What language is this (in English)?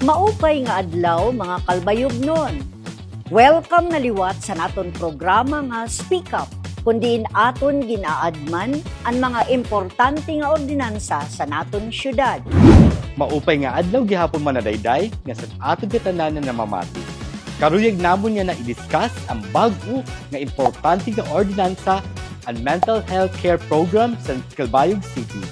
Waray